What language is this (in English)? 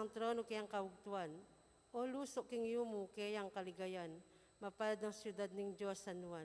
Pampanga